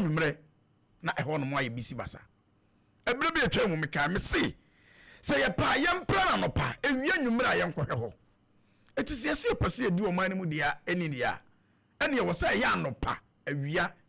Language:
Akan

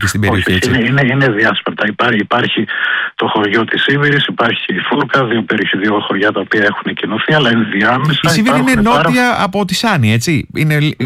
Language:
Greek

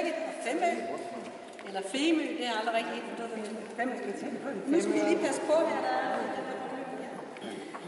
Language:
Danish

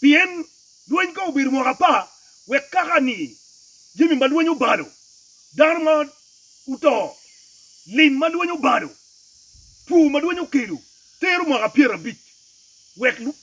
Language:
Acoli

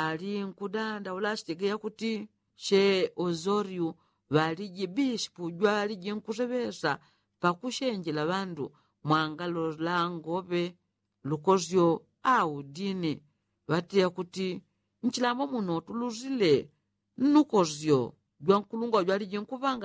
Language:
Yao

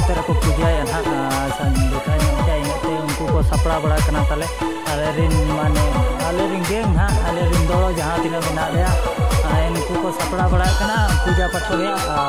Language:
Santali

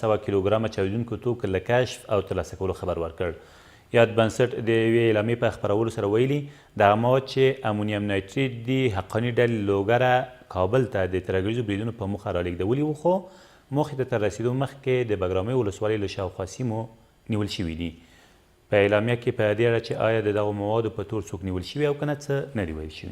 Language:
Pashto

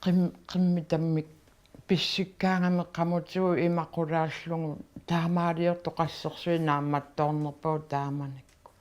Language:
Kalaallisut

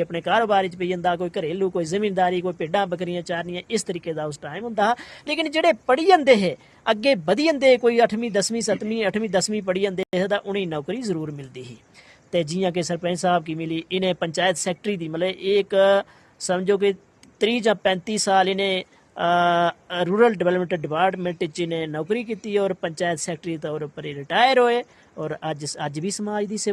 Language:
Dogri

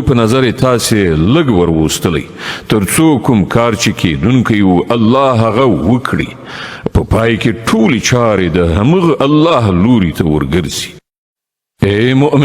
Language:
Pashto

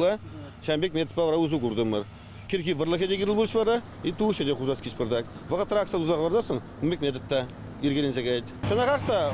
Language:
Chuvash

